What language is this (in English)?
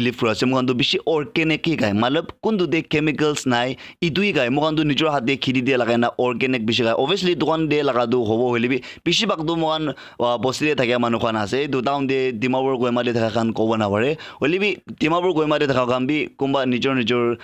Naga Pidgin